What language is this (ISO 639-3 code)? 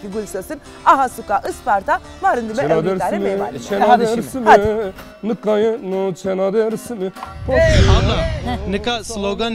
zza